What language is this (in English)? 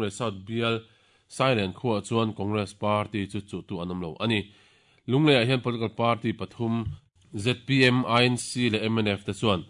Mizo